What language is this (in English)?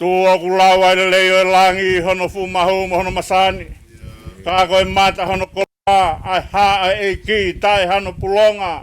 Tongan